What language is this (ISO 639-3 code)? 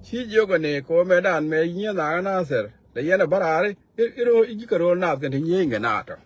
nus